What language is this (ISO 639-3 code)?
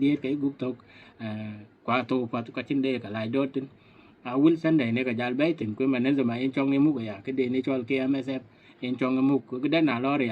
din